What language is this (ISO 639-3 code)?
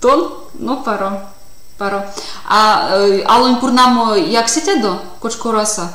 myv